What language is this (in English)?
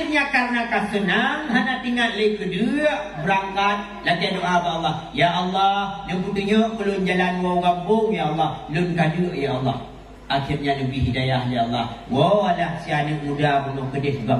Achinese